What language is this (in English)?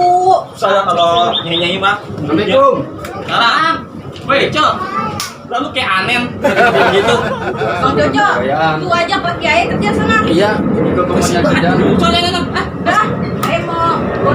Betawi